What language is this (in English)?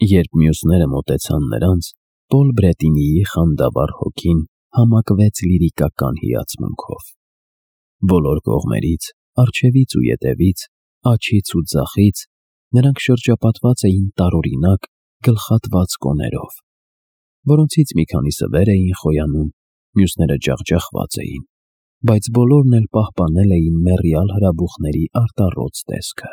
Armenian